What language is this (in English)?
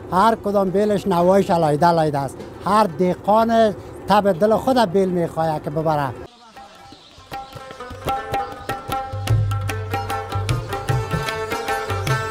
Persian